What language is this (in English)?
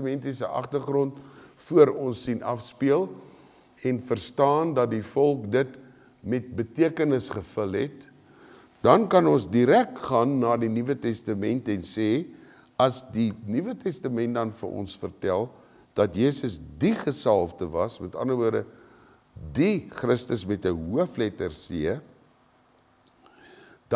Afrikaans